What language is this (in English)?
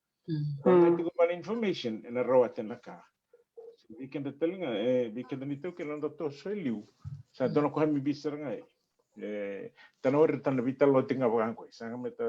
Fijian